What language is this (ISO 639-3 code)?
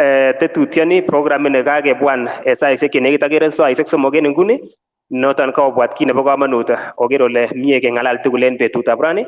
kln